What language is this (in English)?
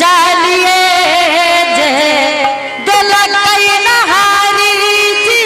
Angika